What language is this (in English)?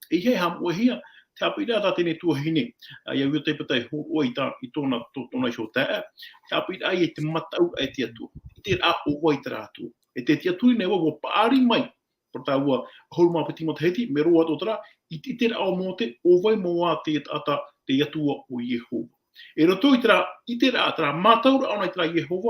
Tahitian